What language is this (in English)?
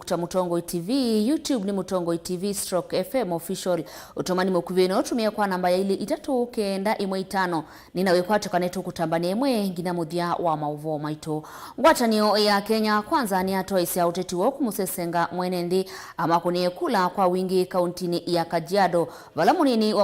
Kamba